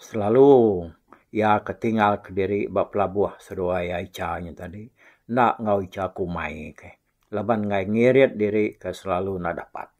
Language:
Iban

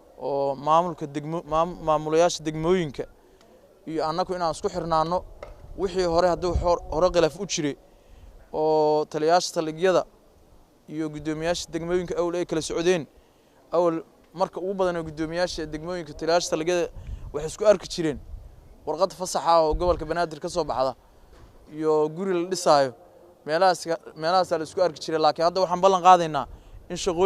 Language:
Somali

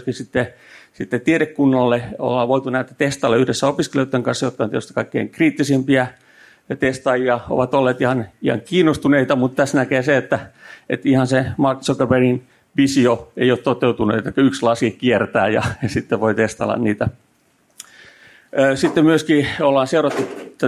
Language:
Finnish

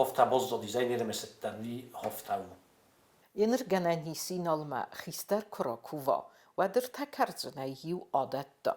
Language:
Ossetic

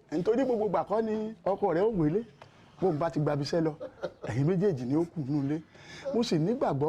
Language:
Yoruba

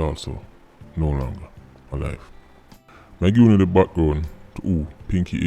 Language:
Jamaican Creole English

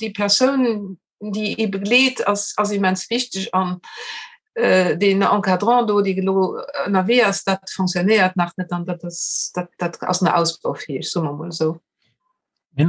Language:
Luxembourgish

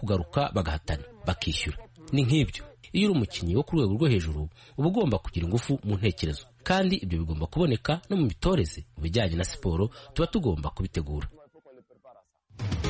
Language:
Kinyarwanda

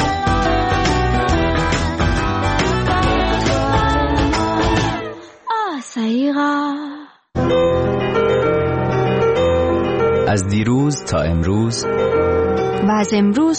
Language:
Persian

